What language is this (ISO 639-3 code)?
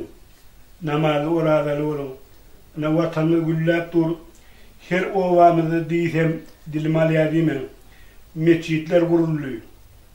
tuk